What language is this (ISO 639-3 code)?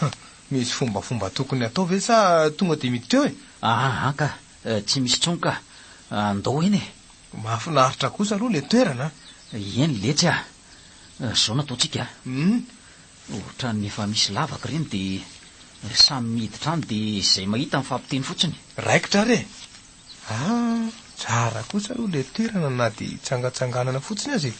mlg